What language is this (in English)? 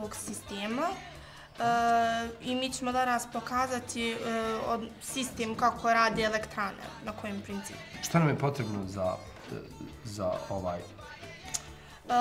Bosnian